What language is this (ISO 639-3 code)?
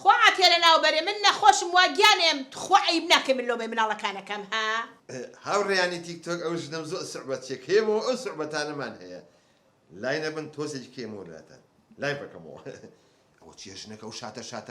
ckb